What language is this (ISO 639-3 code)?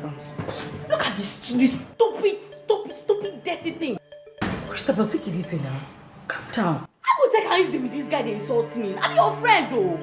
pcm